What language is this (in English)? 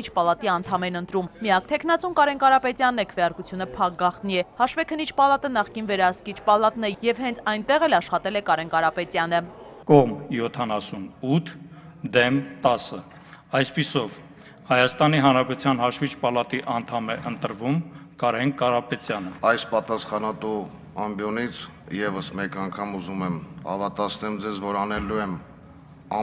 Armenian